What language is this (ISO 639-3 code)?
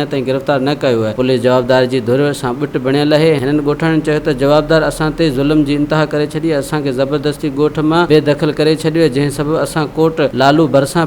snd